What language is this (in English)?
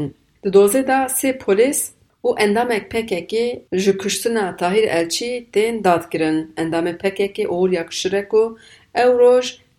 Kurdish